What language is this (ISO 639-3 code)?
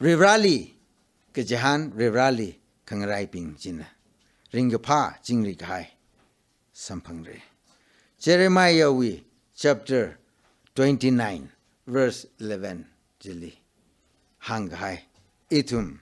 nmf